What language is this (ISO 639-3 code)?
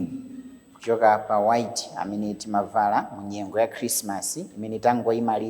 nya